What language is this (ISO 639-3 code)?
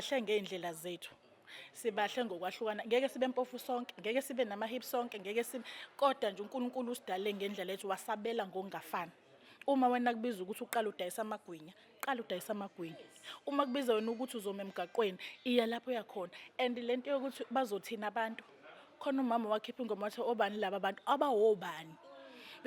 zul